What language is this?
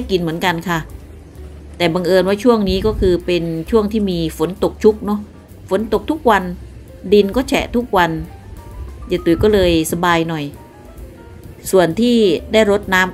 Thai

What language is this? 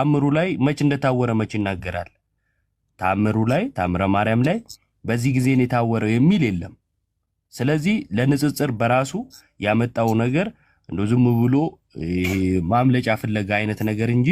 Amharic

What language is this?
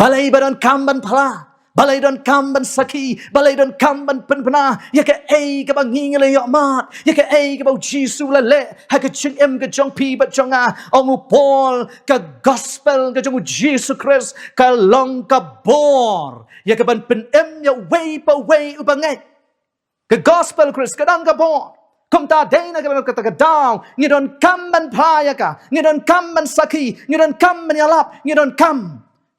Khasi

